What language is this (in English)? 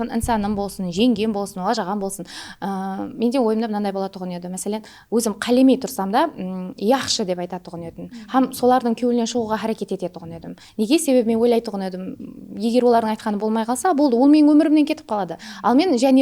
Kara-Kalpak